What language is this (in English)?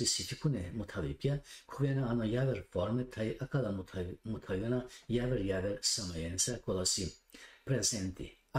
Balkan Romani